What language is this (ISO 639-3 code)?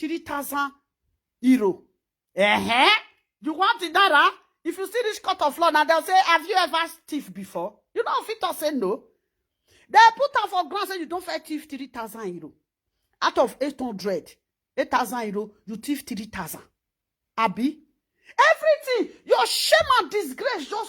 pcm